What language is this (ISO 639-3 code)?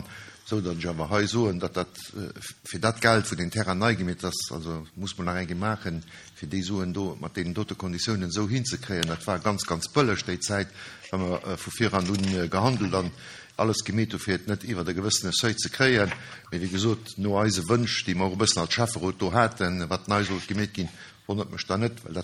ltz